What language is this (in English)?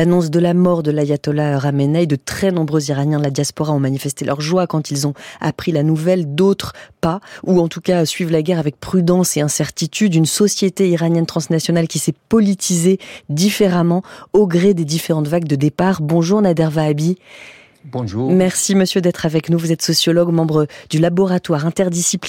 French